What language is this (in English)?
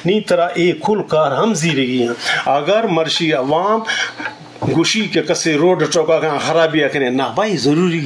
Eastern Balochi